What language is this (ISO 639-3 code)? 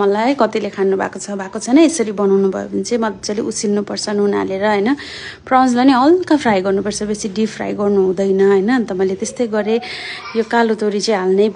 nep